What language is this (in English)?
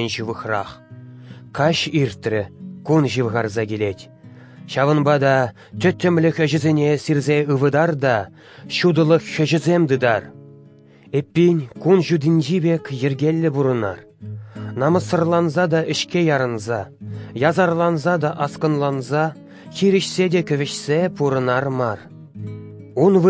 Chuvash